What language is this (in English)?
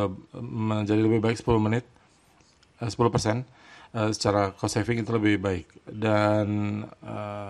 Indonesian